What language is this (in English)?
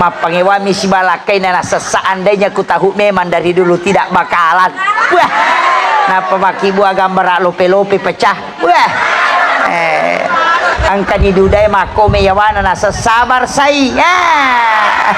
Buginese